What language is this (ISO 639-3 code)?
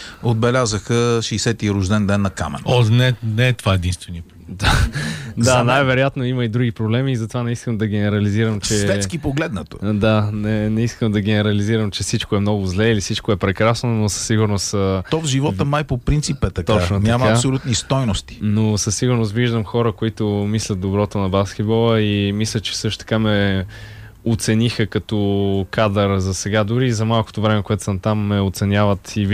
bul